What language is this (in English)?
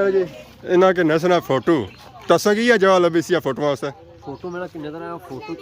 Pahari-Potwari